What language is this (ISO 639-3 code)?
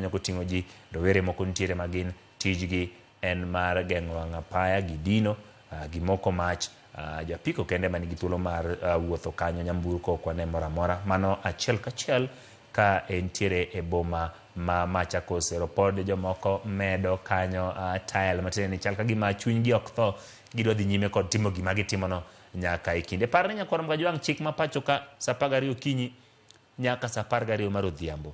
luo